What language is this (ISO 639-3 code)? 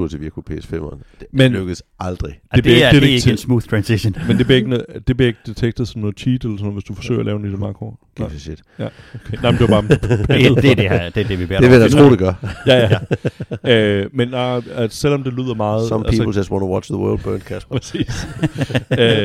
dan